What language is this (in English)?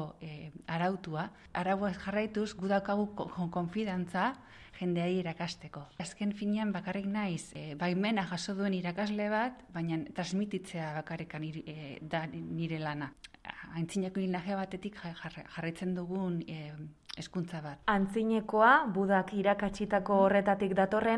Basque